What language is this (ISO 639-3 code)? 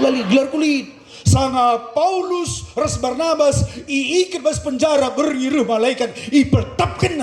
btx